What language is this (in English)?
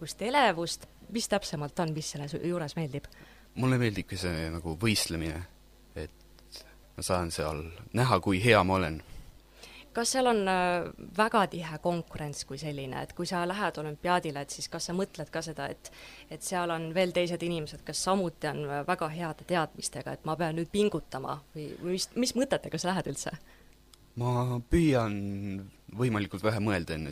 Estonian